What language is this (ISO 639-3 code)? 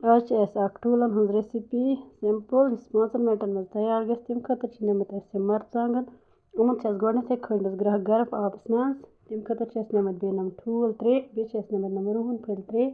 kas